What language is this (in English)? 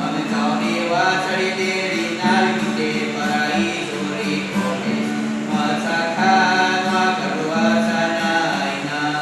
Baniwa